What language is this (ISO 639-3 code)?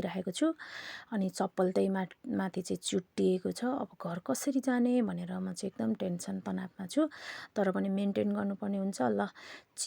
nep